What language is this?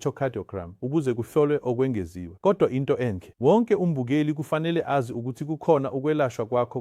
Zulu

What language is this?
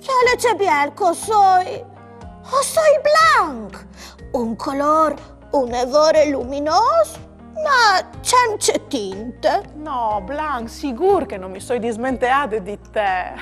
Friulian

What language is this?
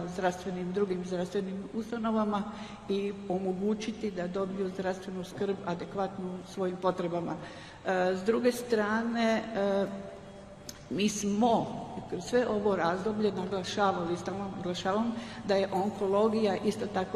Croatian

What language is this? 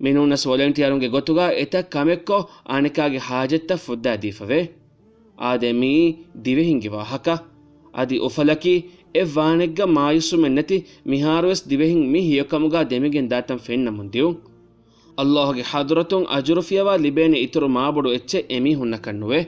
Divehi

